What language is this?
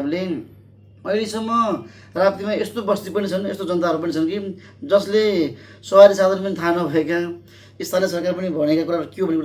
Nepali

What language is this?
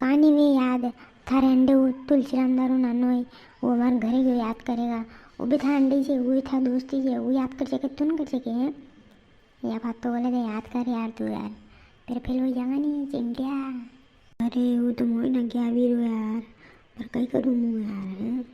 Rajasthani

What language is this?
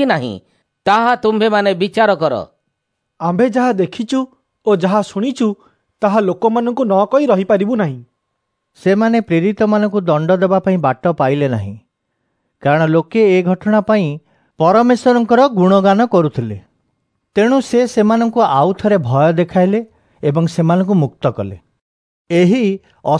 Odia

